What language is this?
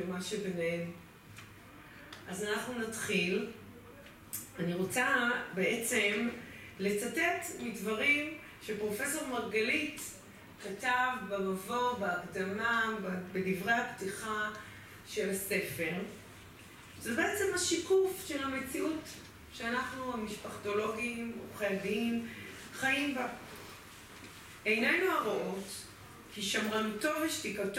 Hebrew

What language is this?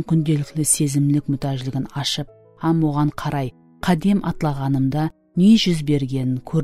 Kara-Kalpak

